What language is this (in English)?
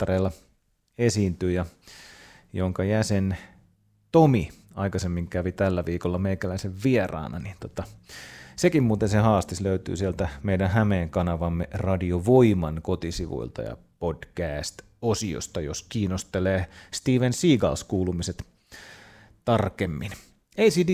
Finnish